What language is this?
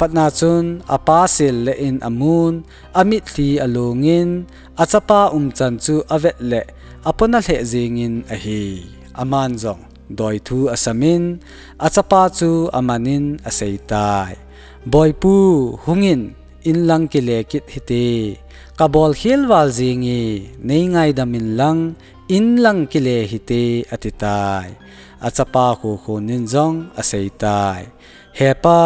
Thado Chin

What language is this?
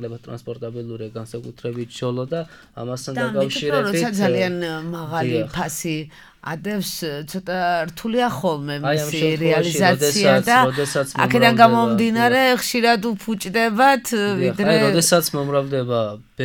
Georgian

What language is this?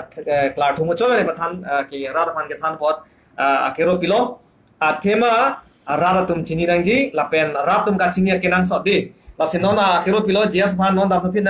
Karbi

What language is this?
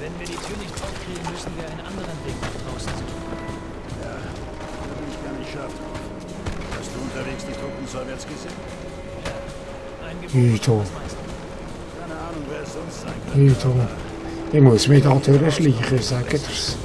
Swiss German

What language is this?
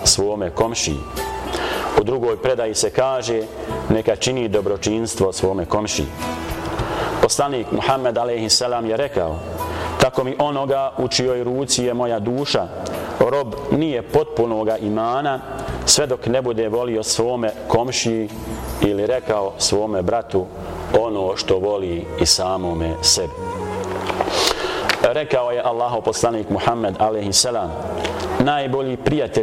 Bosnian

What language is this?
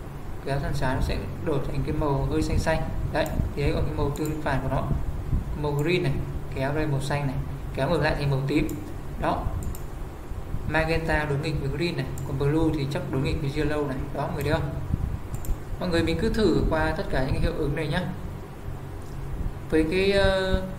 Vietnamese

